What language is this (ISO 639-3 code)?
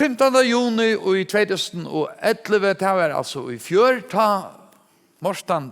fao